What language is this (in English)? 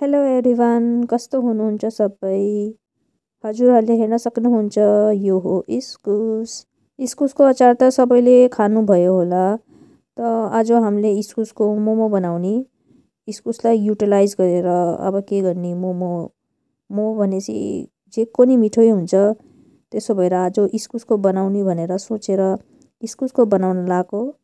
Nepali